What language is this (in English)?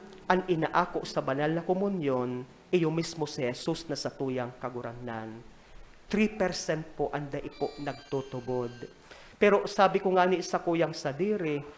Bikol